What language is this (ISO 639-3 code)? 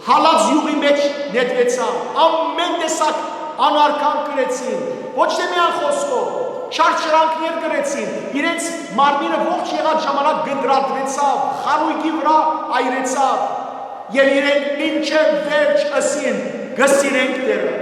hyw